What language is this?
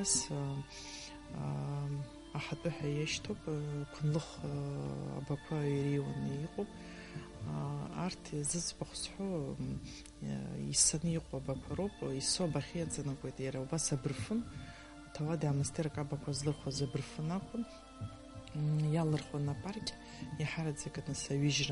Abkhazian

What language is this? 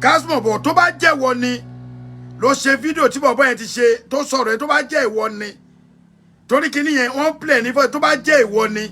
Yoruba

